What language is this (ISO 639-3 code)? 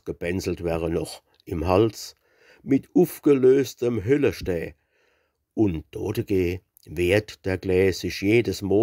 pfl